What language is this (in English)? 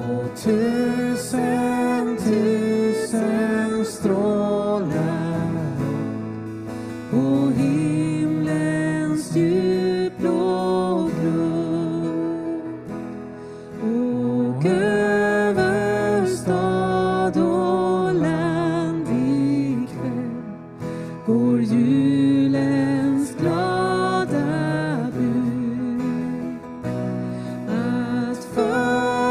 Swedish